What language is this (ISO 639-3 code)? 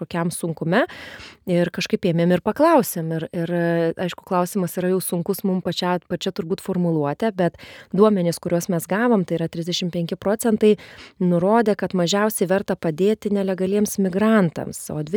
lit